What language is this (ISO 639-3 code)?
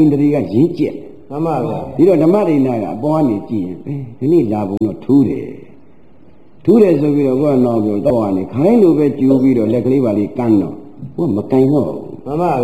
mya